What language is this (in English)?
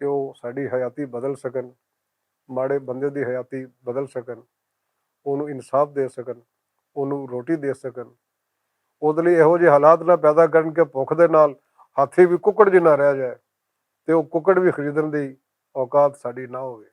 Western Panjabi